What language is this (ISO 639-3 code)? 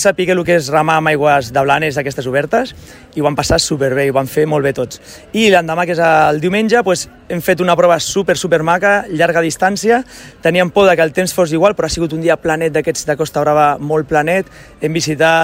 cat